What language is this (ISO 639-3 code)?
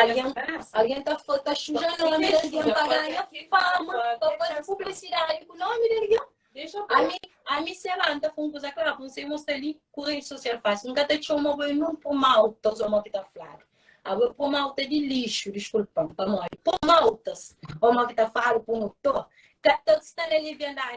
kea